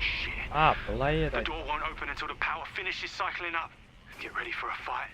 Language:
Kara-Kalpak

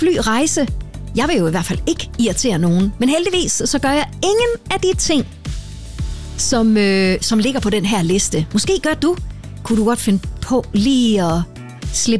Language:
Danish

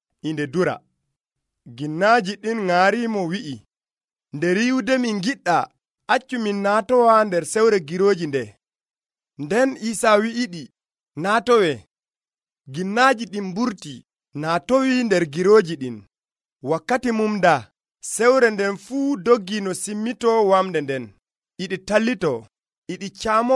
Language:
Nigerian Fulfulde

